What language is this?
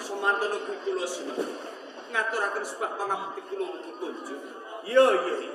Javanese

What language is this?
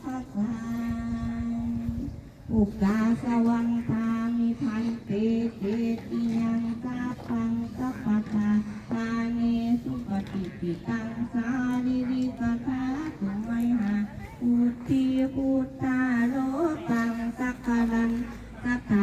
Pali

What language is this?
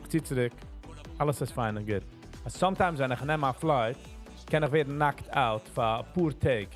Yiddish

